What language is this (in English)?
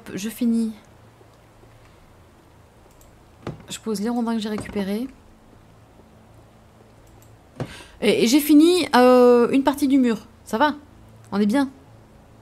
French